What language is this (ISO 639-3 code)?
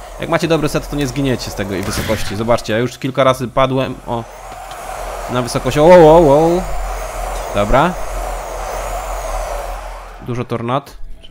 pol